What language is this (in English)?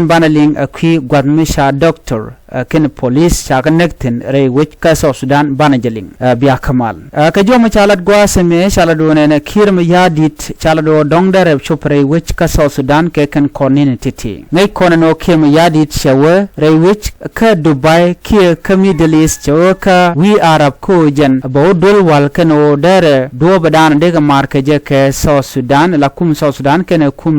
Nuer